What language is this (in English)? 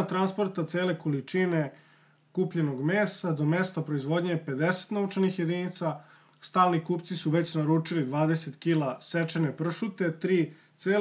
Serbian